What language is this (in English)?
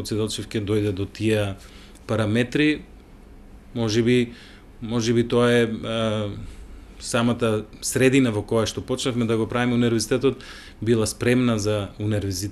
Macedonian